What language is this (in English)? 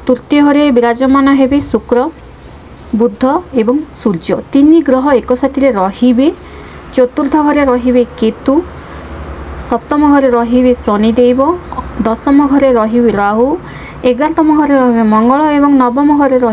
Odia